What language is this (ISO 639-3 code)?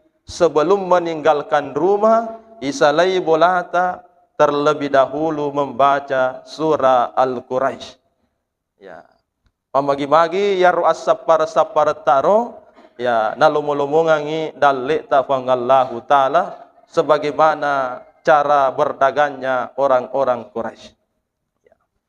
bug